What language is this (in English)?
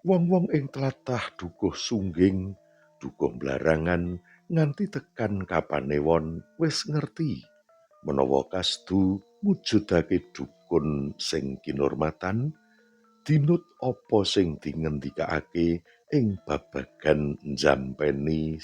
Javanese